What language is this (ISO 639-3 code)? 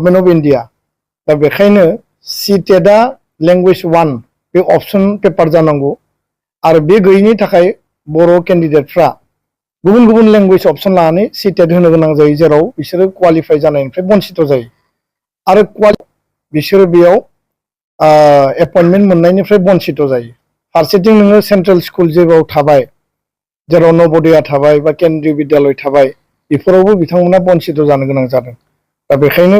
brx